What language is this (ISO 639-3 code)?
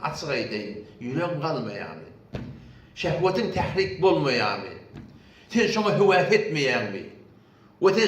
tuk